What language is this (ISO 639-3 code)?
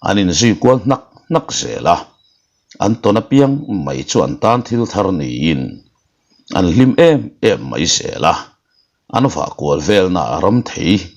lus